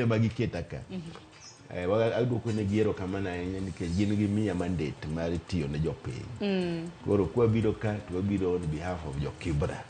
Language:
Luo (Kenya and Tanzania)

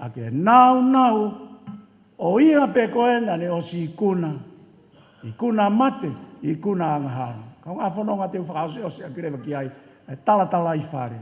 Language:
Tongan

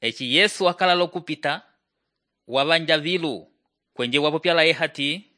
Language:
Umbundu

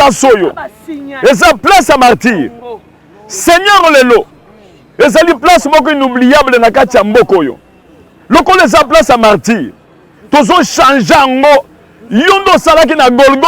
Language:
Lingala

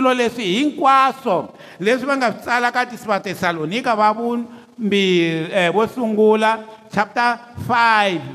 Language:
Tsonga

